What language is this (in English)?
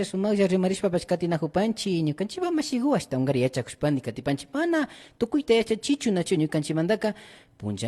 Imbabura Highland Quichua